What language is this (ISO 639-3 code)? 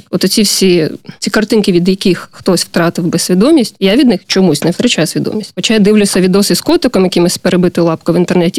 ukr